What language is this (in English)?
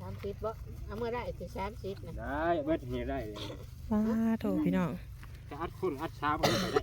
Northeastern Thai